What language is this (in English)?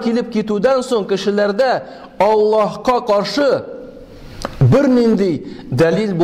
Tatar